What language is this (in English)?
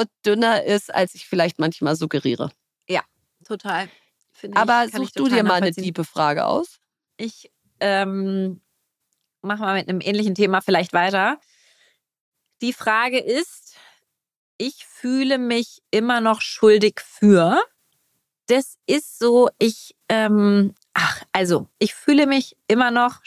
German